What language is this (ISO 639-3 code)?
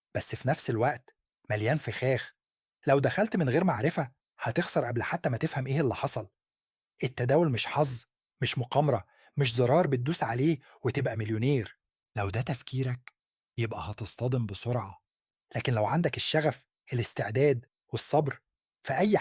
arz